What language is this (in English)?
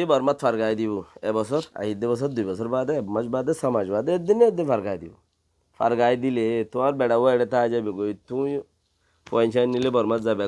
Rohingya